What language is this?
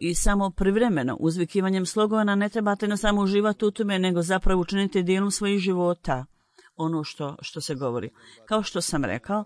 Bosnian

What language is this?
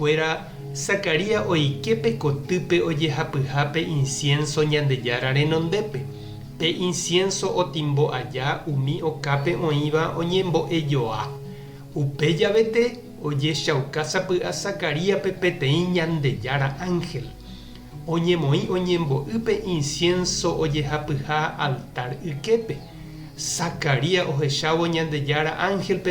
Guarani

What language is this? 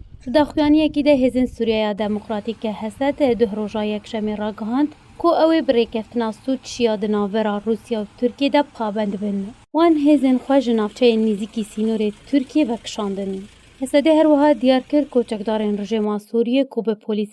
Kurdish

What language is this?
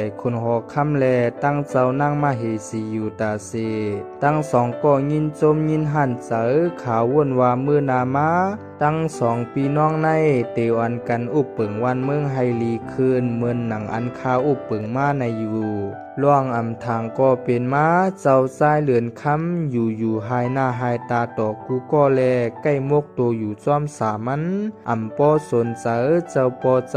Shan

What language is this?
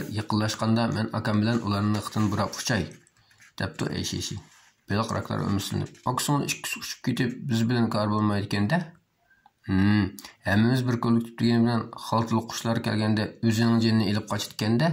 Uyghur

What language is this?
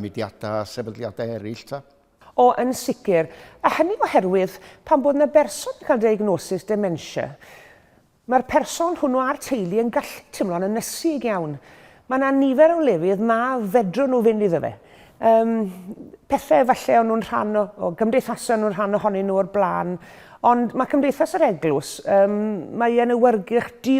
Welsh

